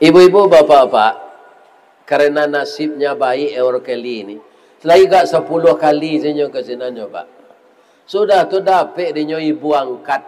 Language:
Minangkabau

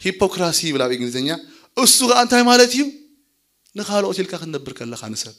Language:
Tigrinya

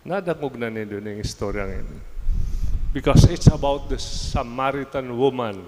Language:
Bikol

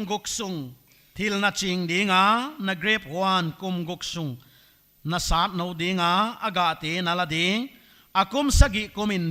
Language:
Paite Chin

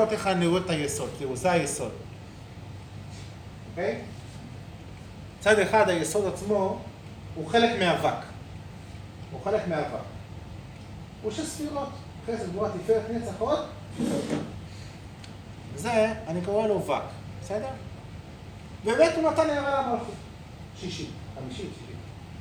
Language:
Hebrew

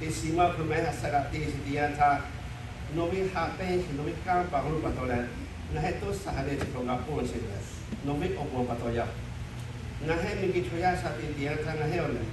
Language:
Lahu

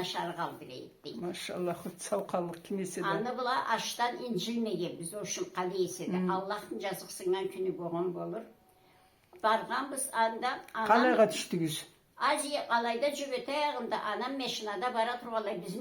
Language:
Karachay-Balkar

